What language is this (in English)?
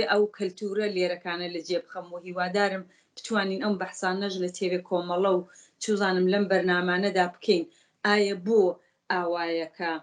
Central Kurdish